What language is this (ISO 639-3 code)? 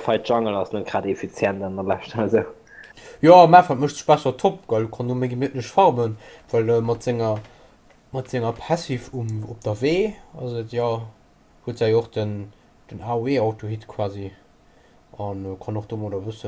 ltz